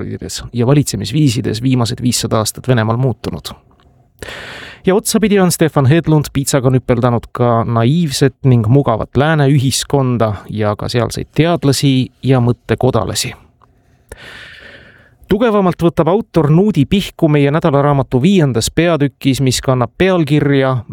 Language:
Estonian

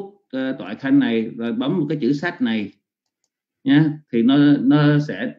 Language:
Vietnamese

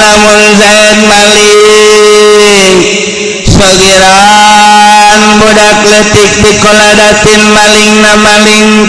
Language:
Sundanese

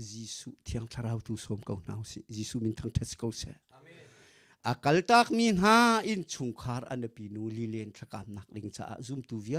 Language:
Hakha Chin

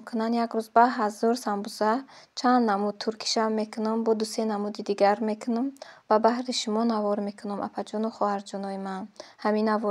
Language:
Tajik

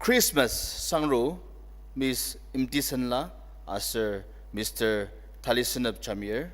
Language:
Ao Naga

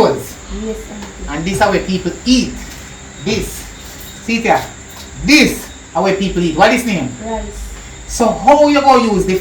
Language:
Jamaican Creole English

